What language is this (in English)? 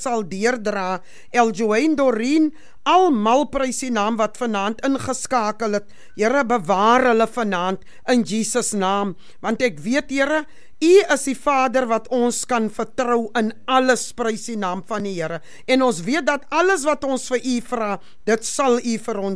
Afrikaans